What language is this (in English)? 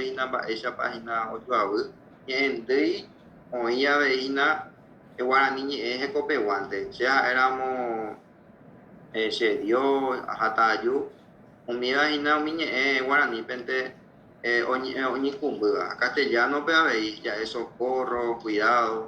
Guarani